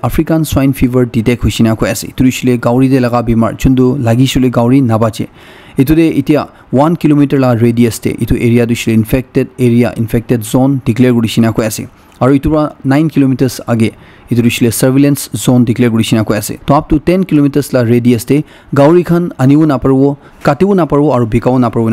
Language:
Naga Pidgin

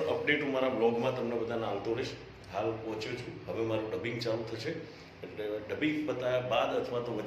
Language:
Gujarati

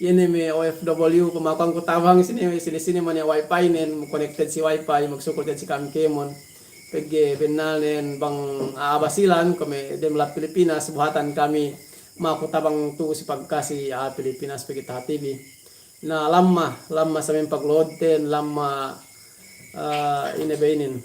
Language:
Yakan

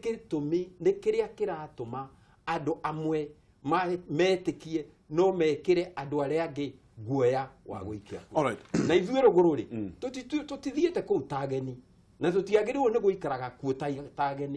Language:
Kikuyu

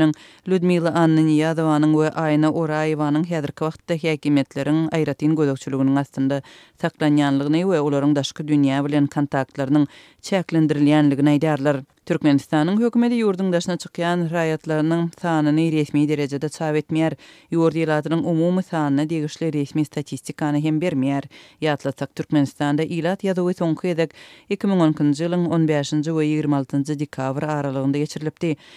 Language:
Turkmen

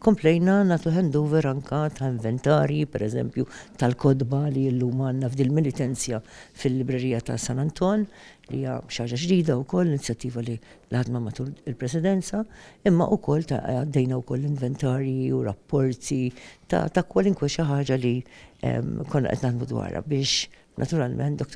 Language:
Maltese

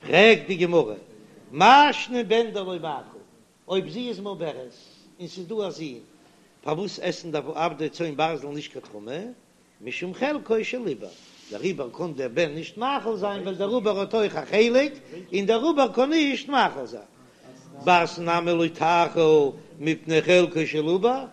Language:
Yiddish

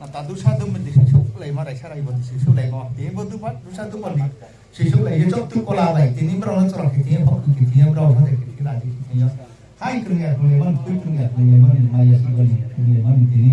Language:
Riang (India)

